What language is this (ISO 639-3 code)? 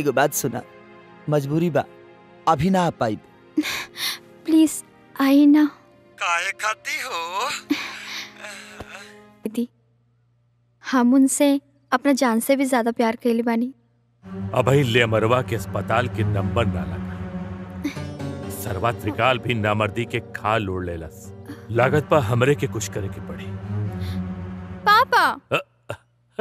bho